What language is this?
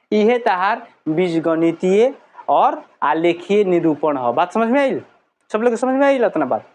Bhojpuri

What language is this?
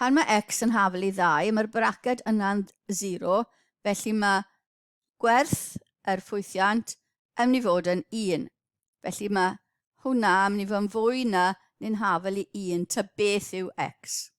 Welsh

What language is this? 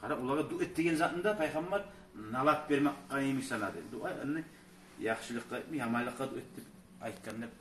Kumyk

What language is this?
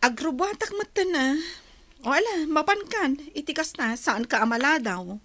Iloko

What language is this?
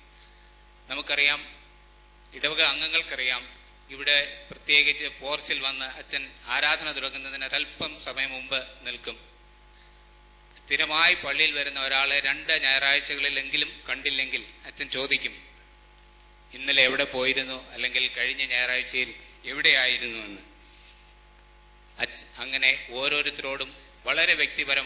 Malayalam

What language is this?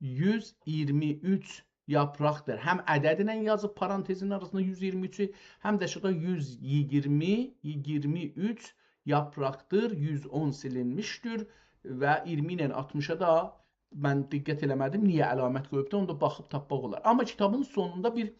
South Azerbaijani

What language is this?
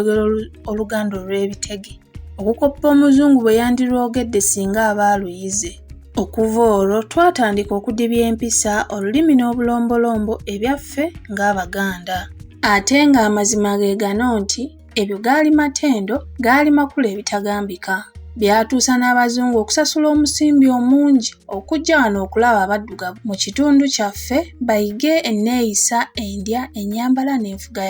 Ganda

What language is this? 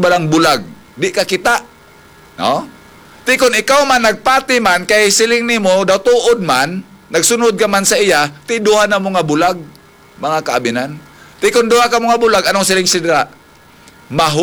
Hiligaynon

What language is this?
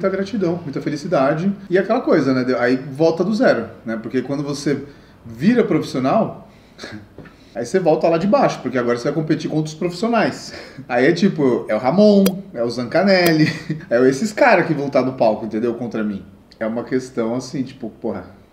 Portuguese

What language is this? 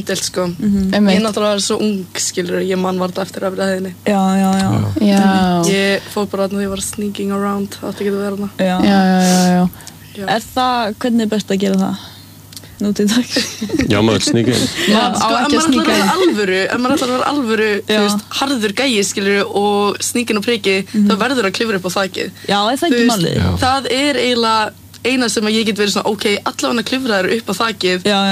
Icelandic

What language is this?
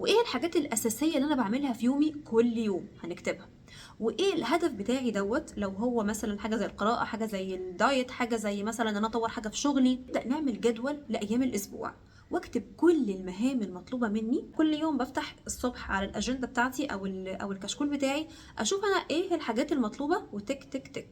Egyptian Arabic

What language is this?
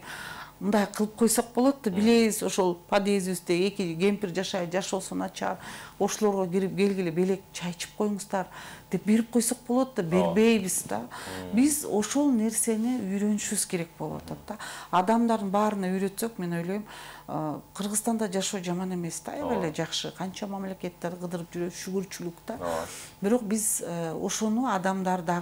Kyrgyz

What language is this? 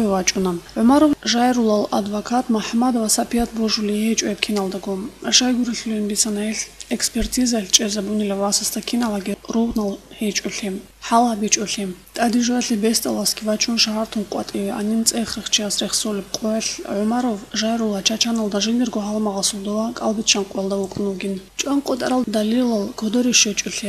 Avaric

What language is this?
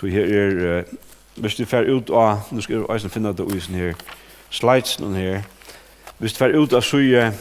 Faroese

